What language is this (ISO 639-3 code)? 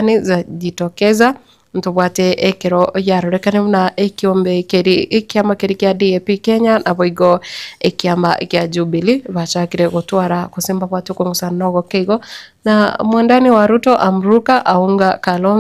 guz